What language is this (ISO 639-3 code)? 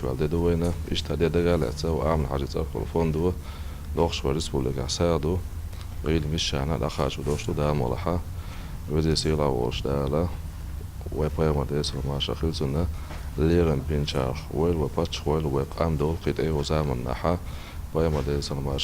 che